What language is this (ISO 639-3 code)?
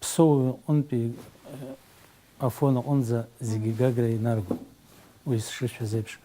abk